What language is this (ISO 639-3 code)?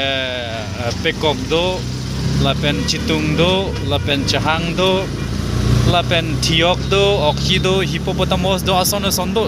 mjw